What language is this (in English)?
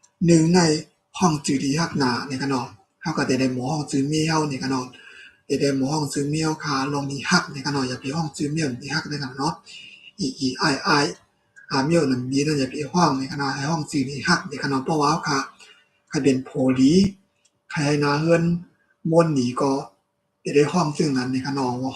Shan